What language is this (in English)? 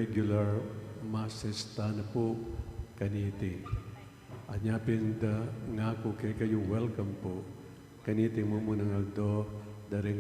Pampanga